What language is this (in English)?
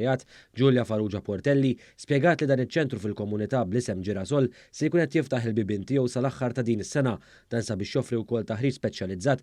Maltese